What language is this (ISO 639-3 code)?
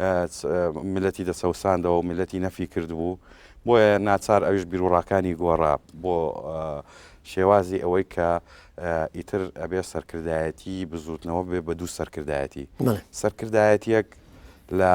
ckb